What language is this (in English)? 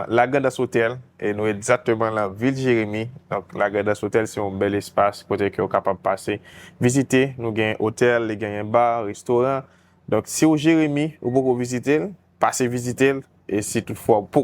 Haitian Creole